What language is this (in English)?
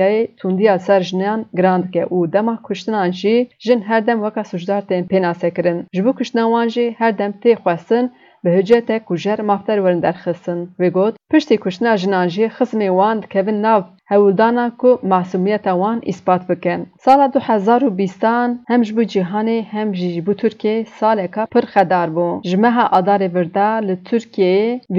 Kurdish